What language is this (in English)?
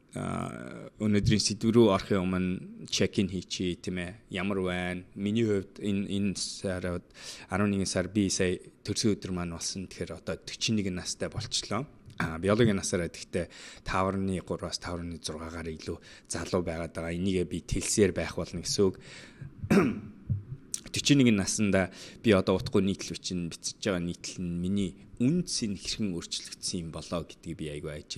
Mongolian